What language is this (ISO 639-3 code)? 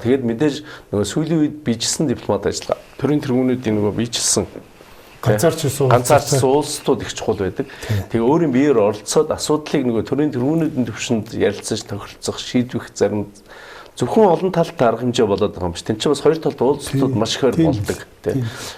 mon